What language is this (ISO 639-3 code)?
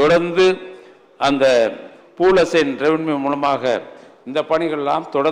tam